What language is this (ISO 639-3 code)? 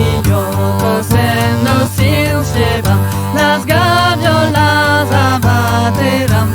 oci